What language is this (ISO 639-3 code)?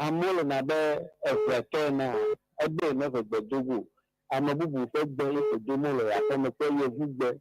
ewe